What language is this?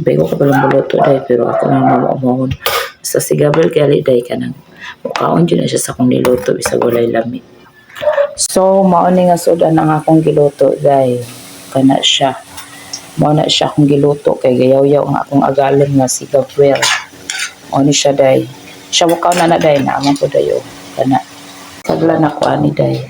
Cebuano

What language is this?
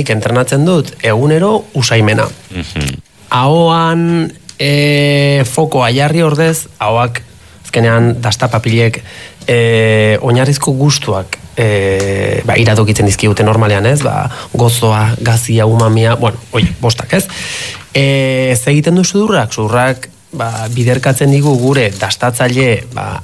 Basque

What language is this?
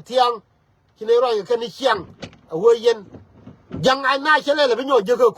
Nuer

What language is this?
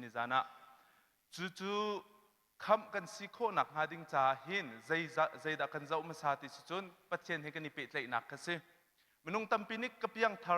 Hakha Chin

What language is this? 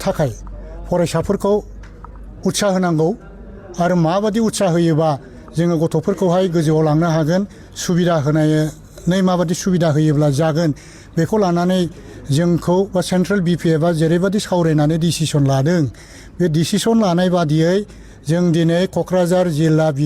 Bodo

